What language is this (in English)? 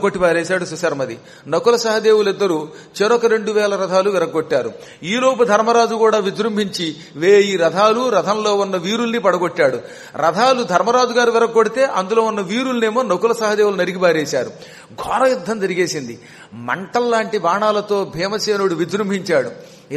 Telugu